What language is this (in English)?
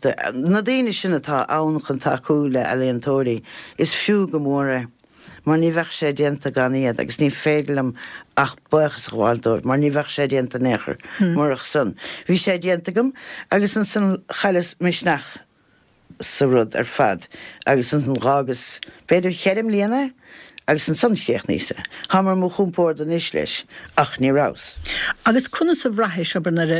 Irish